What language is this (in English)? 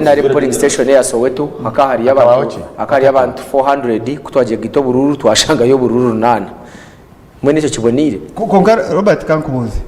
Nyankole